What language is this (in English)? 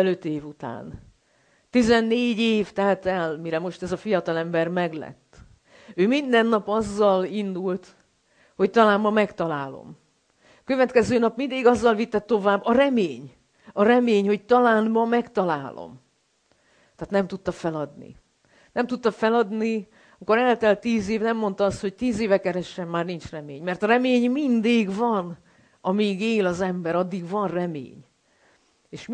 Hungarian